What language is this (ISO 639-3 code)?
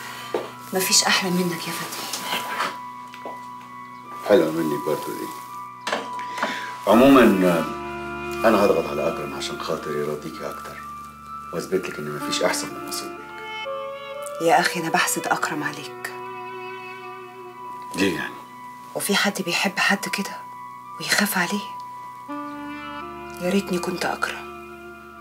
arz